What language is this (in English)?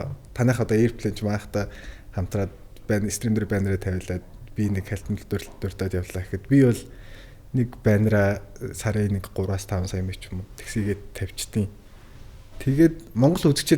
Mongolian